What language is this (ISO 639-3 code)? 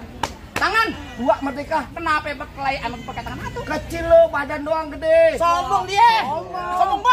bew